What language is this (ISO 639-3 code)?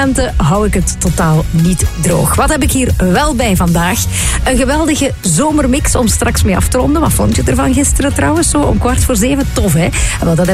nld